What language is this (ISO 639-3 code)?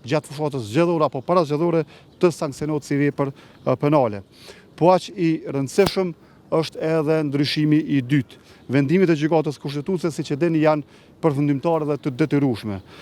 sqi